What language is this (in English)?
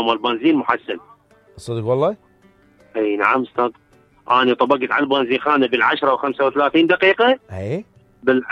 Mesopotamian Arabic